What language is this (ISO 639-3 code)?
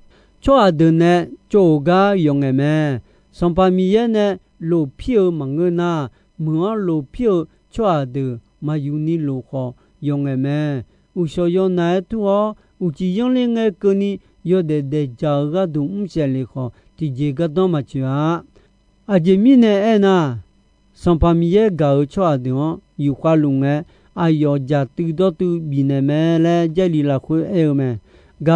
ahk